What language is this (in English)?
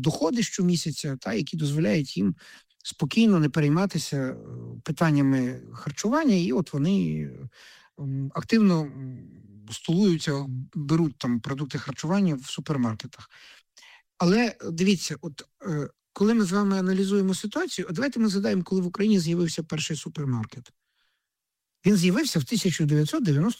Ukrainian